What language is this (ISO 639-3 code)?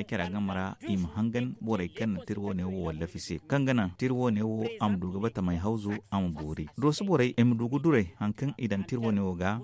dje